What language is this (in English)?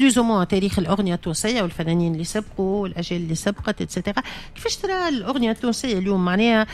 Tunisian Arabic